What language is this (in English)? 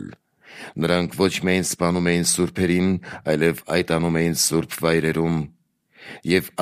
Armenian